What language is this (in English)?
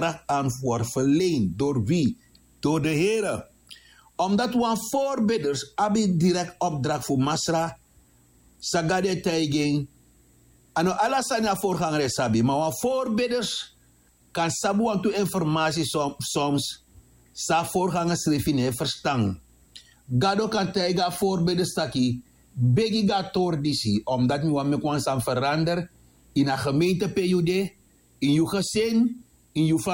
Sranan Tongo